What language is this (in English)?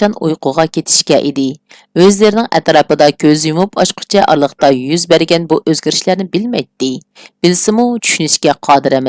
Uyghur